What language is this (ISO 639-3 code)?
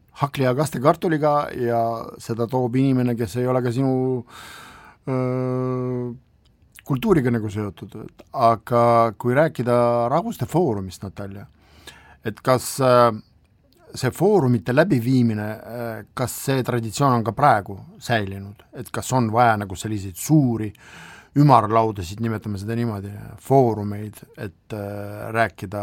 est